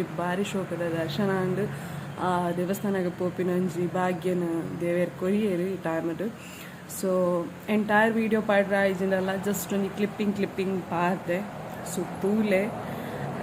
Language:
Tulu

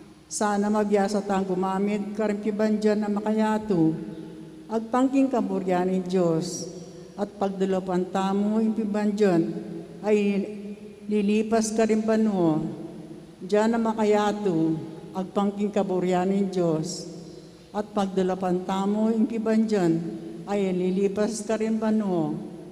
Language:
Pampanga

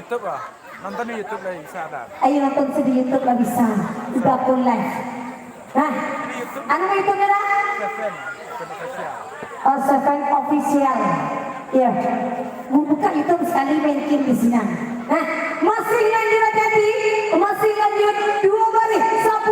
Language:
Minangkabau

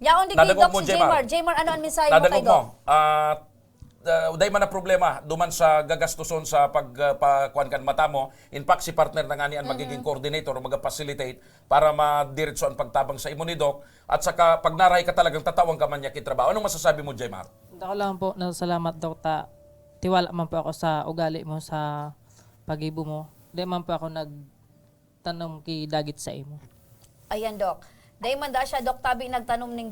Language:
Bikol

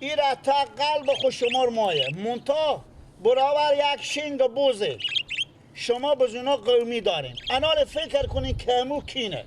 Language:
Persian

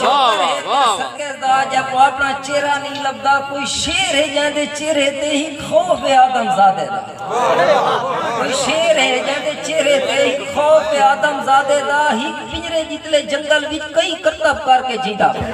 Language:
Saraiki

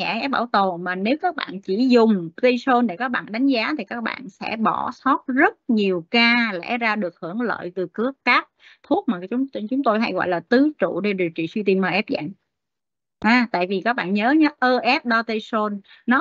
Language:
Vietnamese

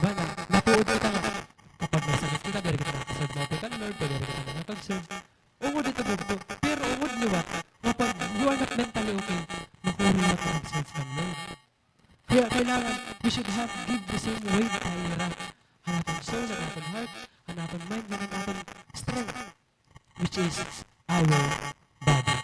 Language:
Waray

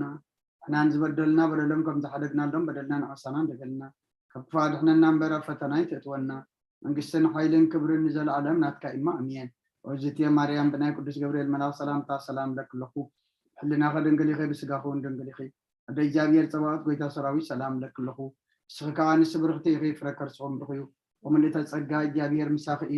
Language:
Tigrinya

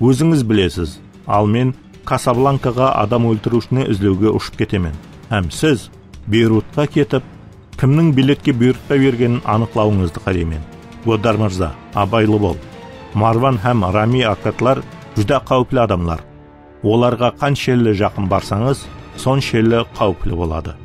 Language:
Kara-Kalpak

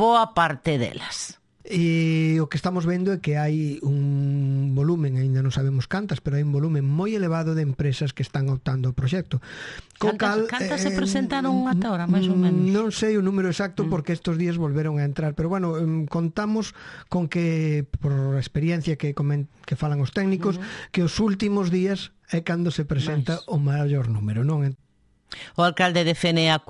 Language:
Galician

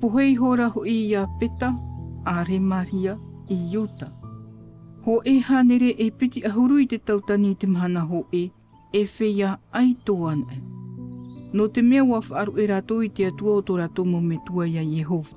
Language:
Tahitian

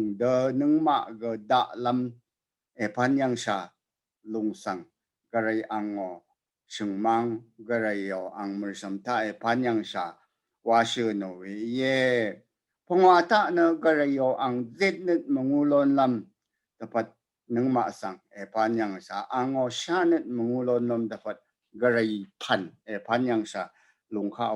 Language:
Rawang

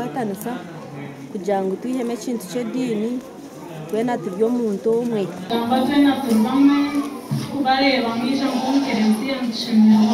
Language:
Nyankole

